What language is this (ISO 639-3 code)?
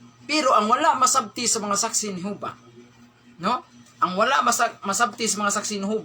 ceb